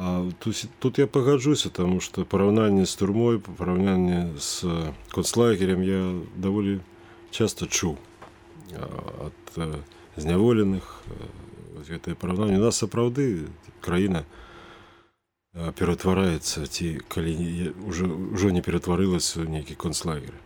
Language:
Belarusian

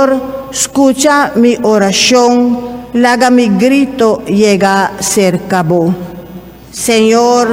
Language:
Papiamento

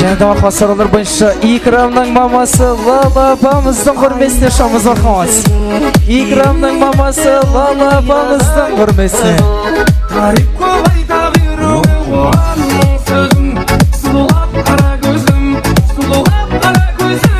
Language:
Kara-Kalpak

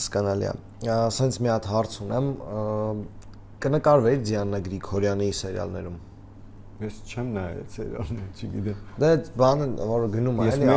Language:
Armenian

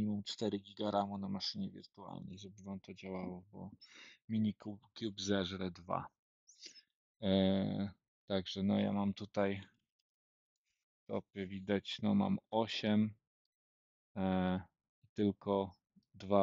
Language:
Polish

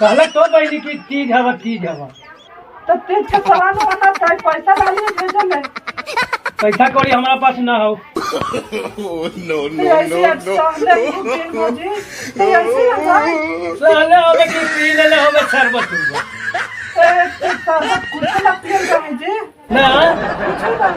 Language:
Magahi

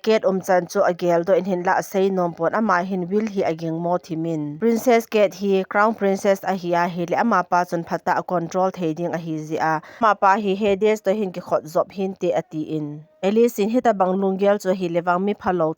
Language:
Thado Chin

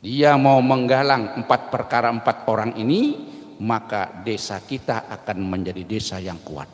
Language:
Banjar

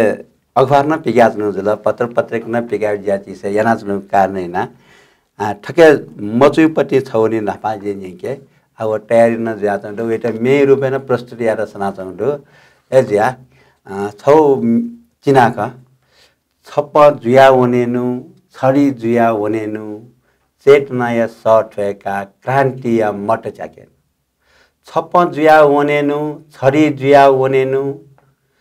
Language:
Newari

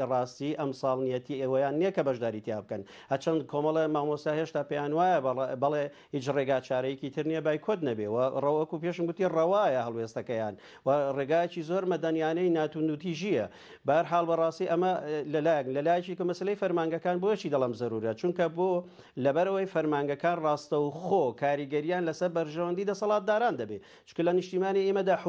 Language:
Central Kurdish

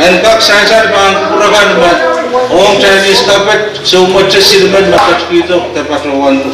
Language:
Pohnpeian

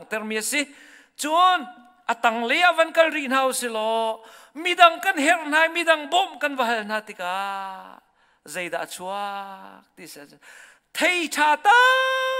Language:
Hakha Chin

